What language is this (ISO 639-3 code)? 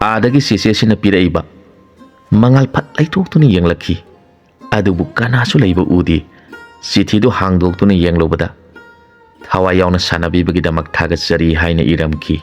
mni